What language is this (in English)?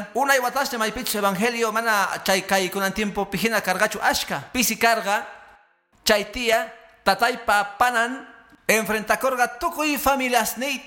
Quechua